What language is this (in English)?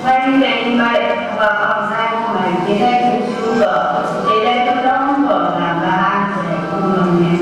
Phom Naga